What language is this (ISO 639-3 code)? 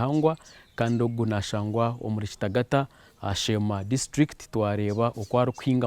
nyn